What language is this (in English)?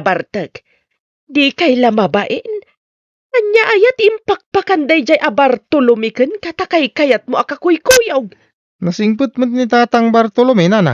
Iloko